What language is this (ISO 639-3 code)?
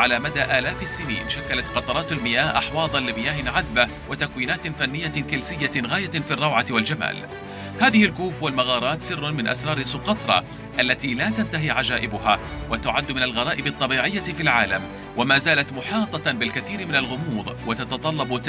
ara